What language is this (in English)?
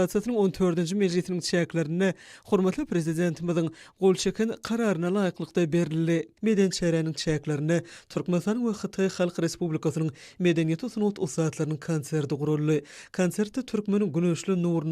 Turkmen